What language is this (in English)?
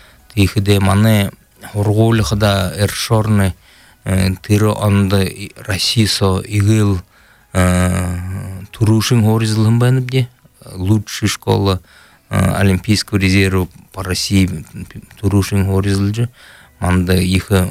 Buriat